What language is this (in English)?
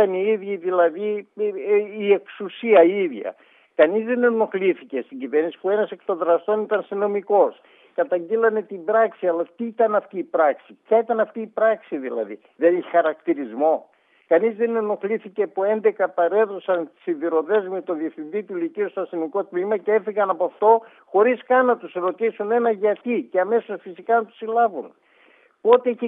Greek